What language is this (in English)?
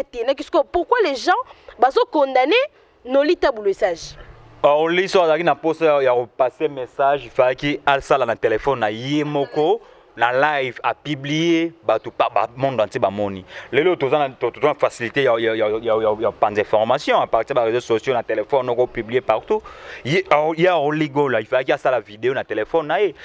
Lingala